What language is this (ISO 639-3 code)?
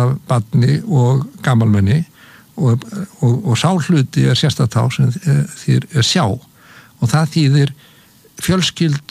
isl